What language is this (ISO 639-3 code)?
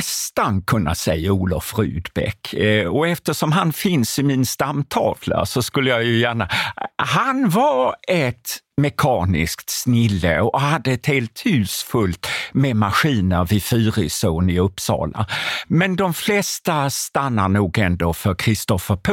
swe